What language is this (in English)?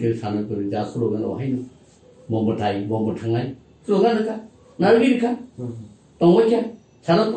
Kok Borok